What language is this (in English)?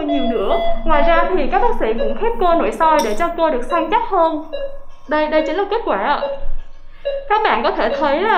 Vietnamese